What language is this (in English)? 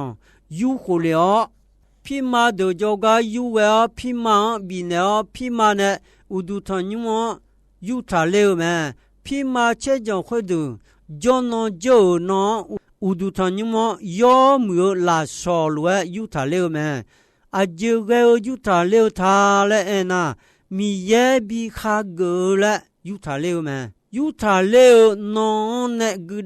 Akha